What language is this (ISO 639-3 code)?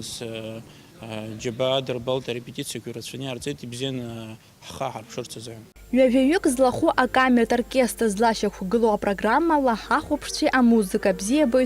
abk